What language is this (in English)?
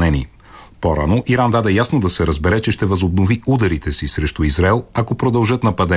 Bulgarian